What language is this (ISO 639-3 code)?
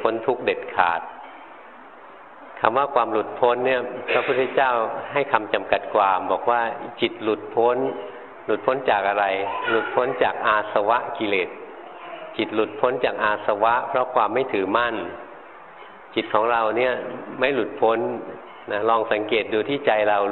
tha